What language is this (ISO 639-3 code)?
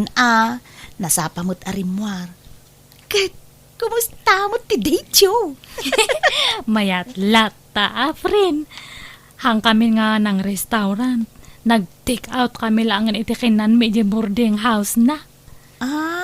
ilo